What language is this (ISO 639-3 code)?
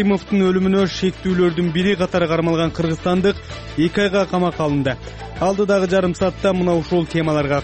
kir